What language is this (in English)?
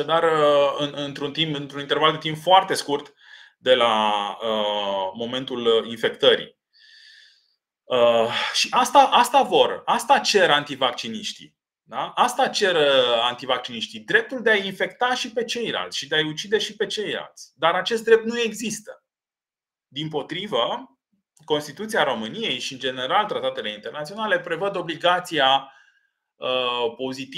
Romanian